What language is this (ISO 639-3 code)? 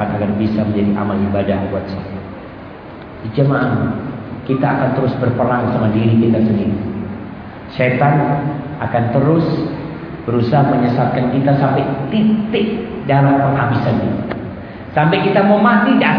ind